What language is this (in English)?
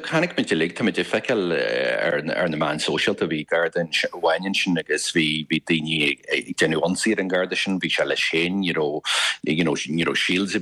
Irish